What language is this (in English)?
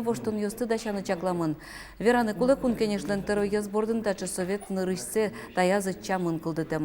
Udmurt